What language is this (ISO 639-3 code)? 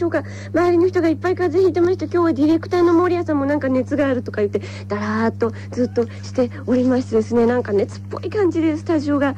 jpn